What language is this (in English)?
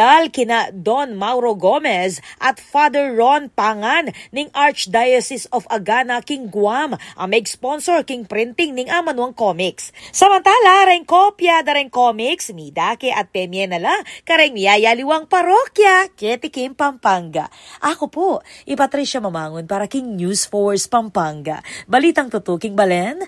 Pampanga